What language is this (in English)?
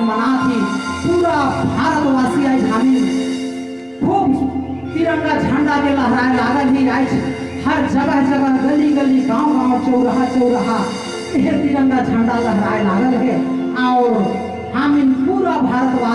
Sadri